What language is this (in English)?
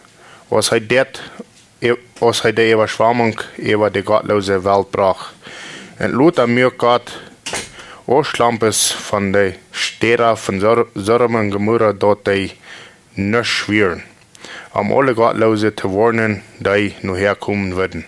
Plautdietsch